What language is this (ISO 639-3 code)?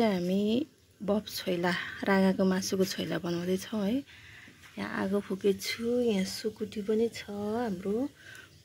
nep